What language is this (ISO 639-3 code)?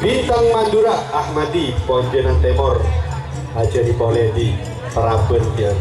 mad